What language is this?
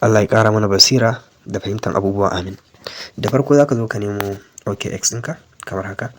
Hausa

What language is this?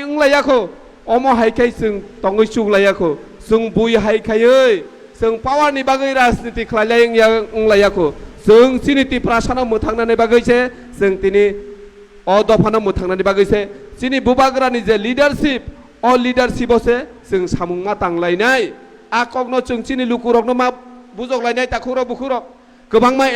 Kok Borok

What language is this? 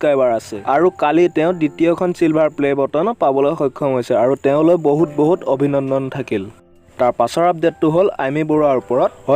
Assamese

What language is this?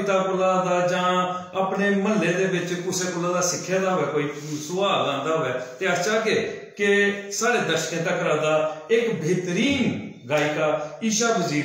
Dogri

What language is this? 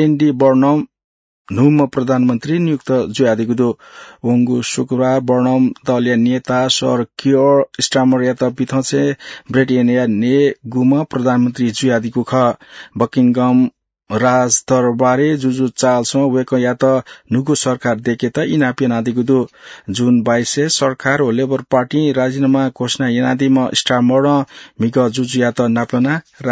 Newari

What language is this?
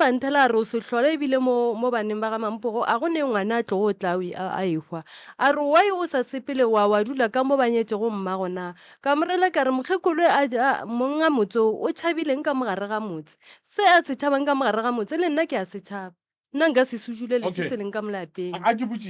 Northern Sotho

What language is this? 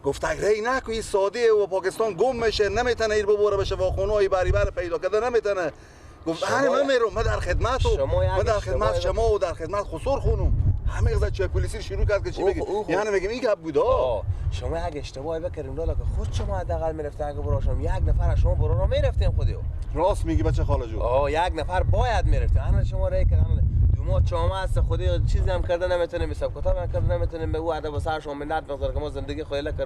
Persian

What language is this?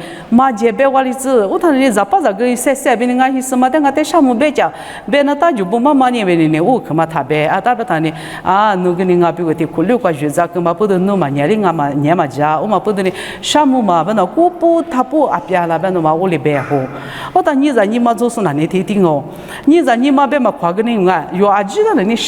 Lisu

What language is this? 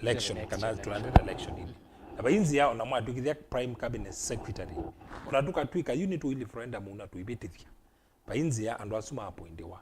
Kamba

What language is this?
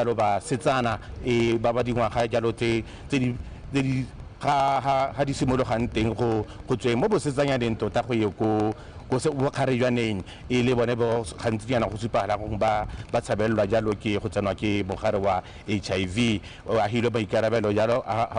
Tswana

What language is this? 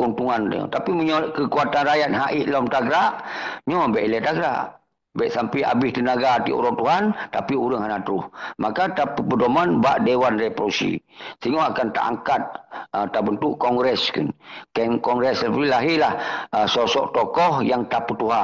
Achinese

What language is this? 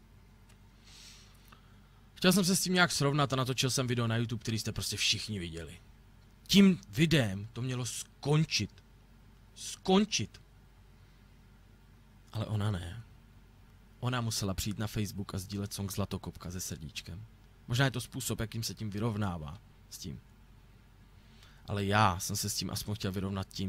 Czech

